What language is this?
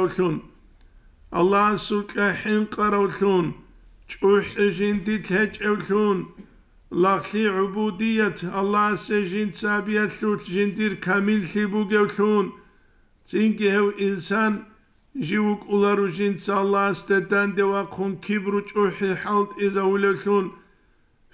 Avaric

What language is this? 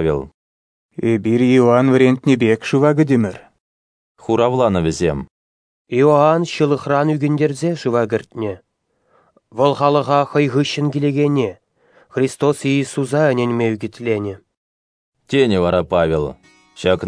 Chuvash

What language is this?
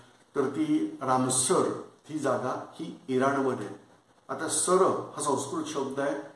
Marathi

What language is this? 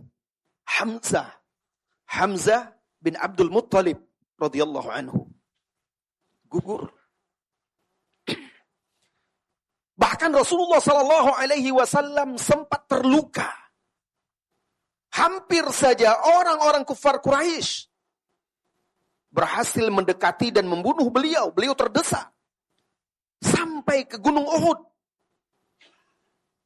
Indonesian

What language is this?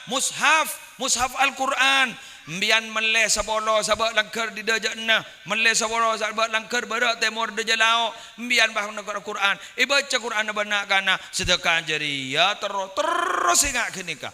Madurese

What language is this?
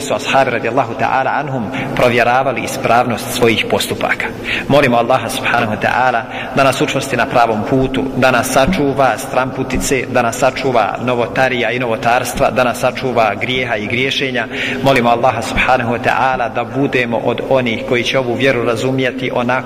Bosnian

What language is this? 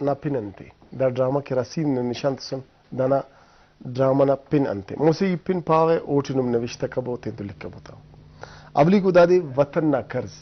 Brahui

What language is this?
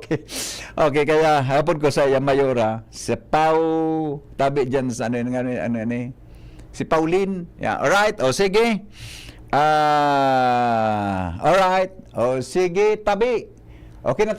Bikol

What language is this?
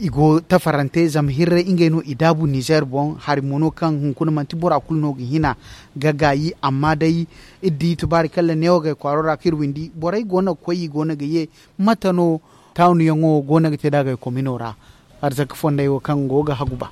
Zarma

